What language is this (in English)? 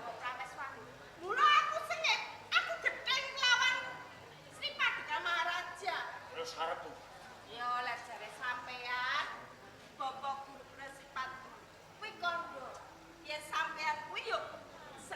Javanese